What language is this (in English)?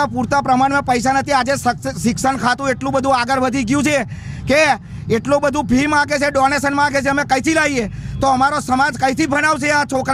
Gujarati